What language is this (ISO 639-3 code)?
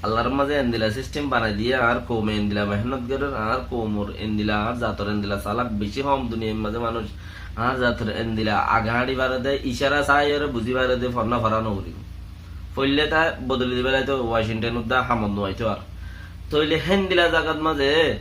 rhg